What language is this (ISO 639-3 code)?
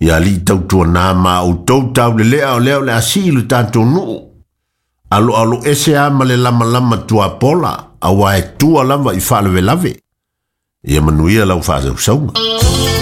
smo